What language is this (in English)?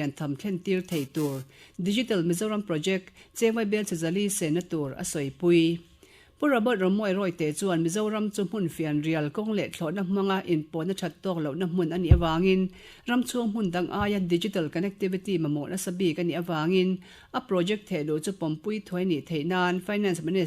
Mizo